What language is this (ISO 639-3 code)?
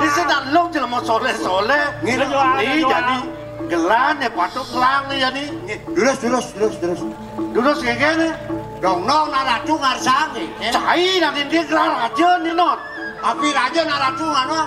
ban